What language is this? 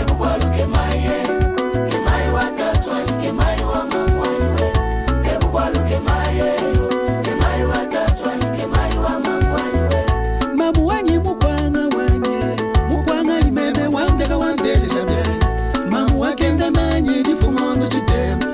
Luba-Lulua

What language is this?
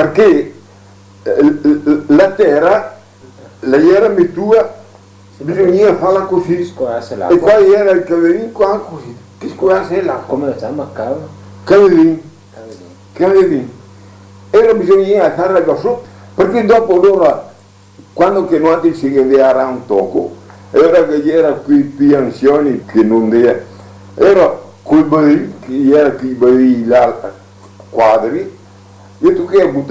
Venetian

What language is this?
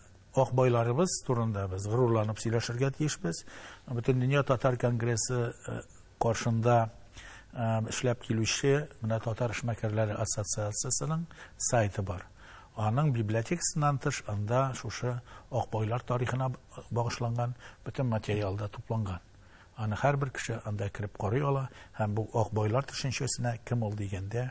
Tatar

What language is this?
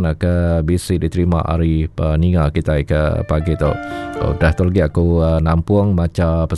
Iban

